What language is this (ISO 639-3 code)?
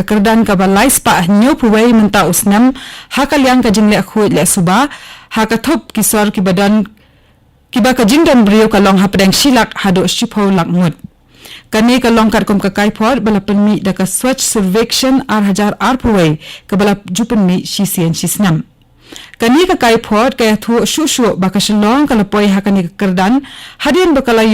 kha